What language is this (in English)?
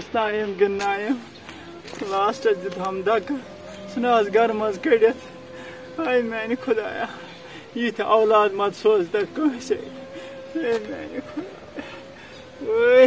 Kashmiri